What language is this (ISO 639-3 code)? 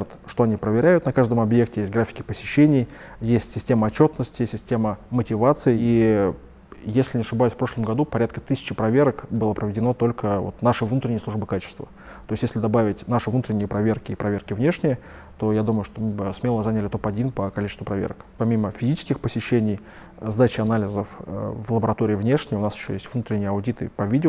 rus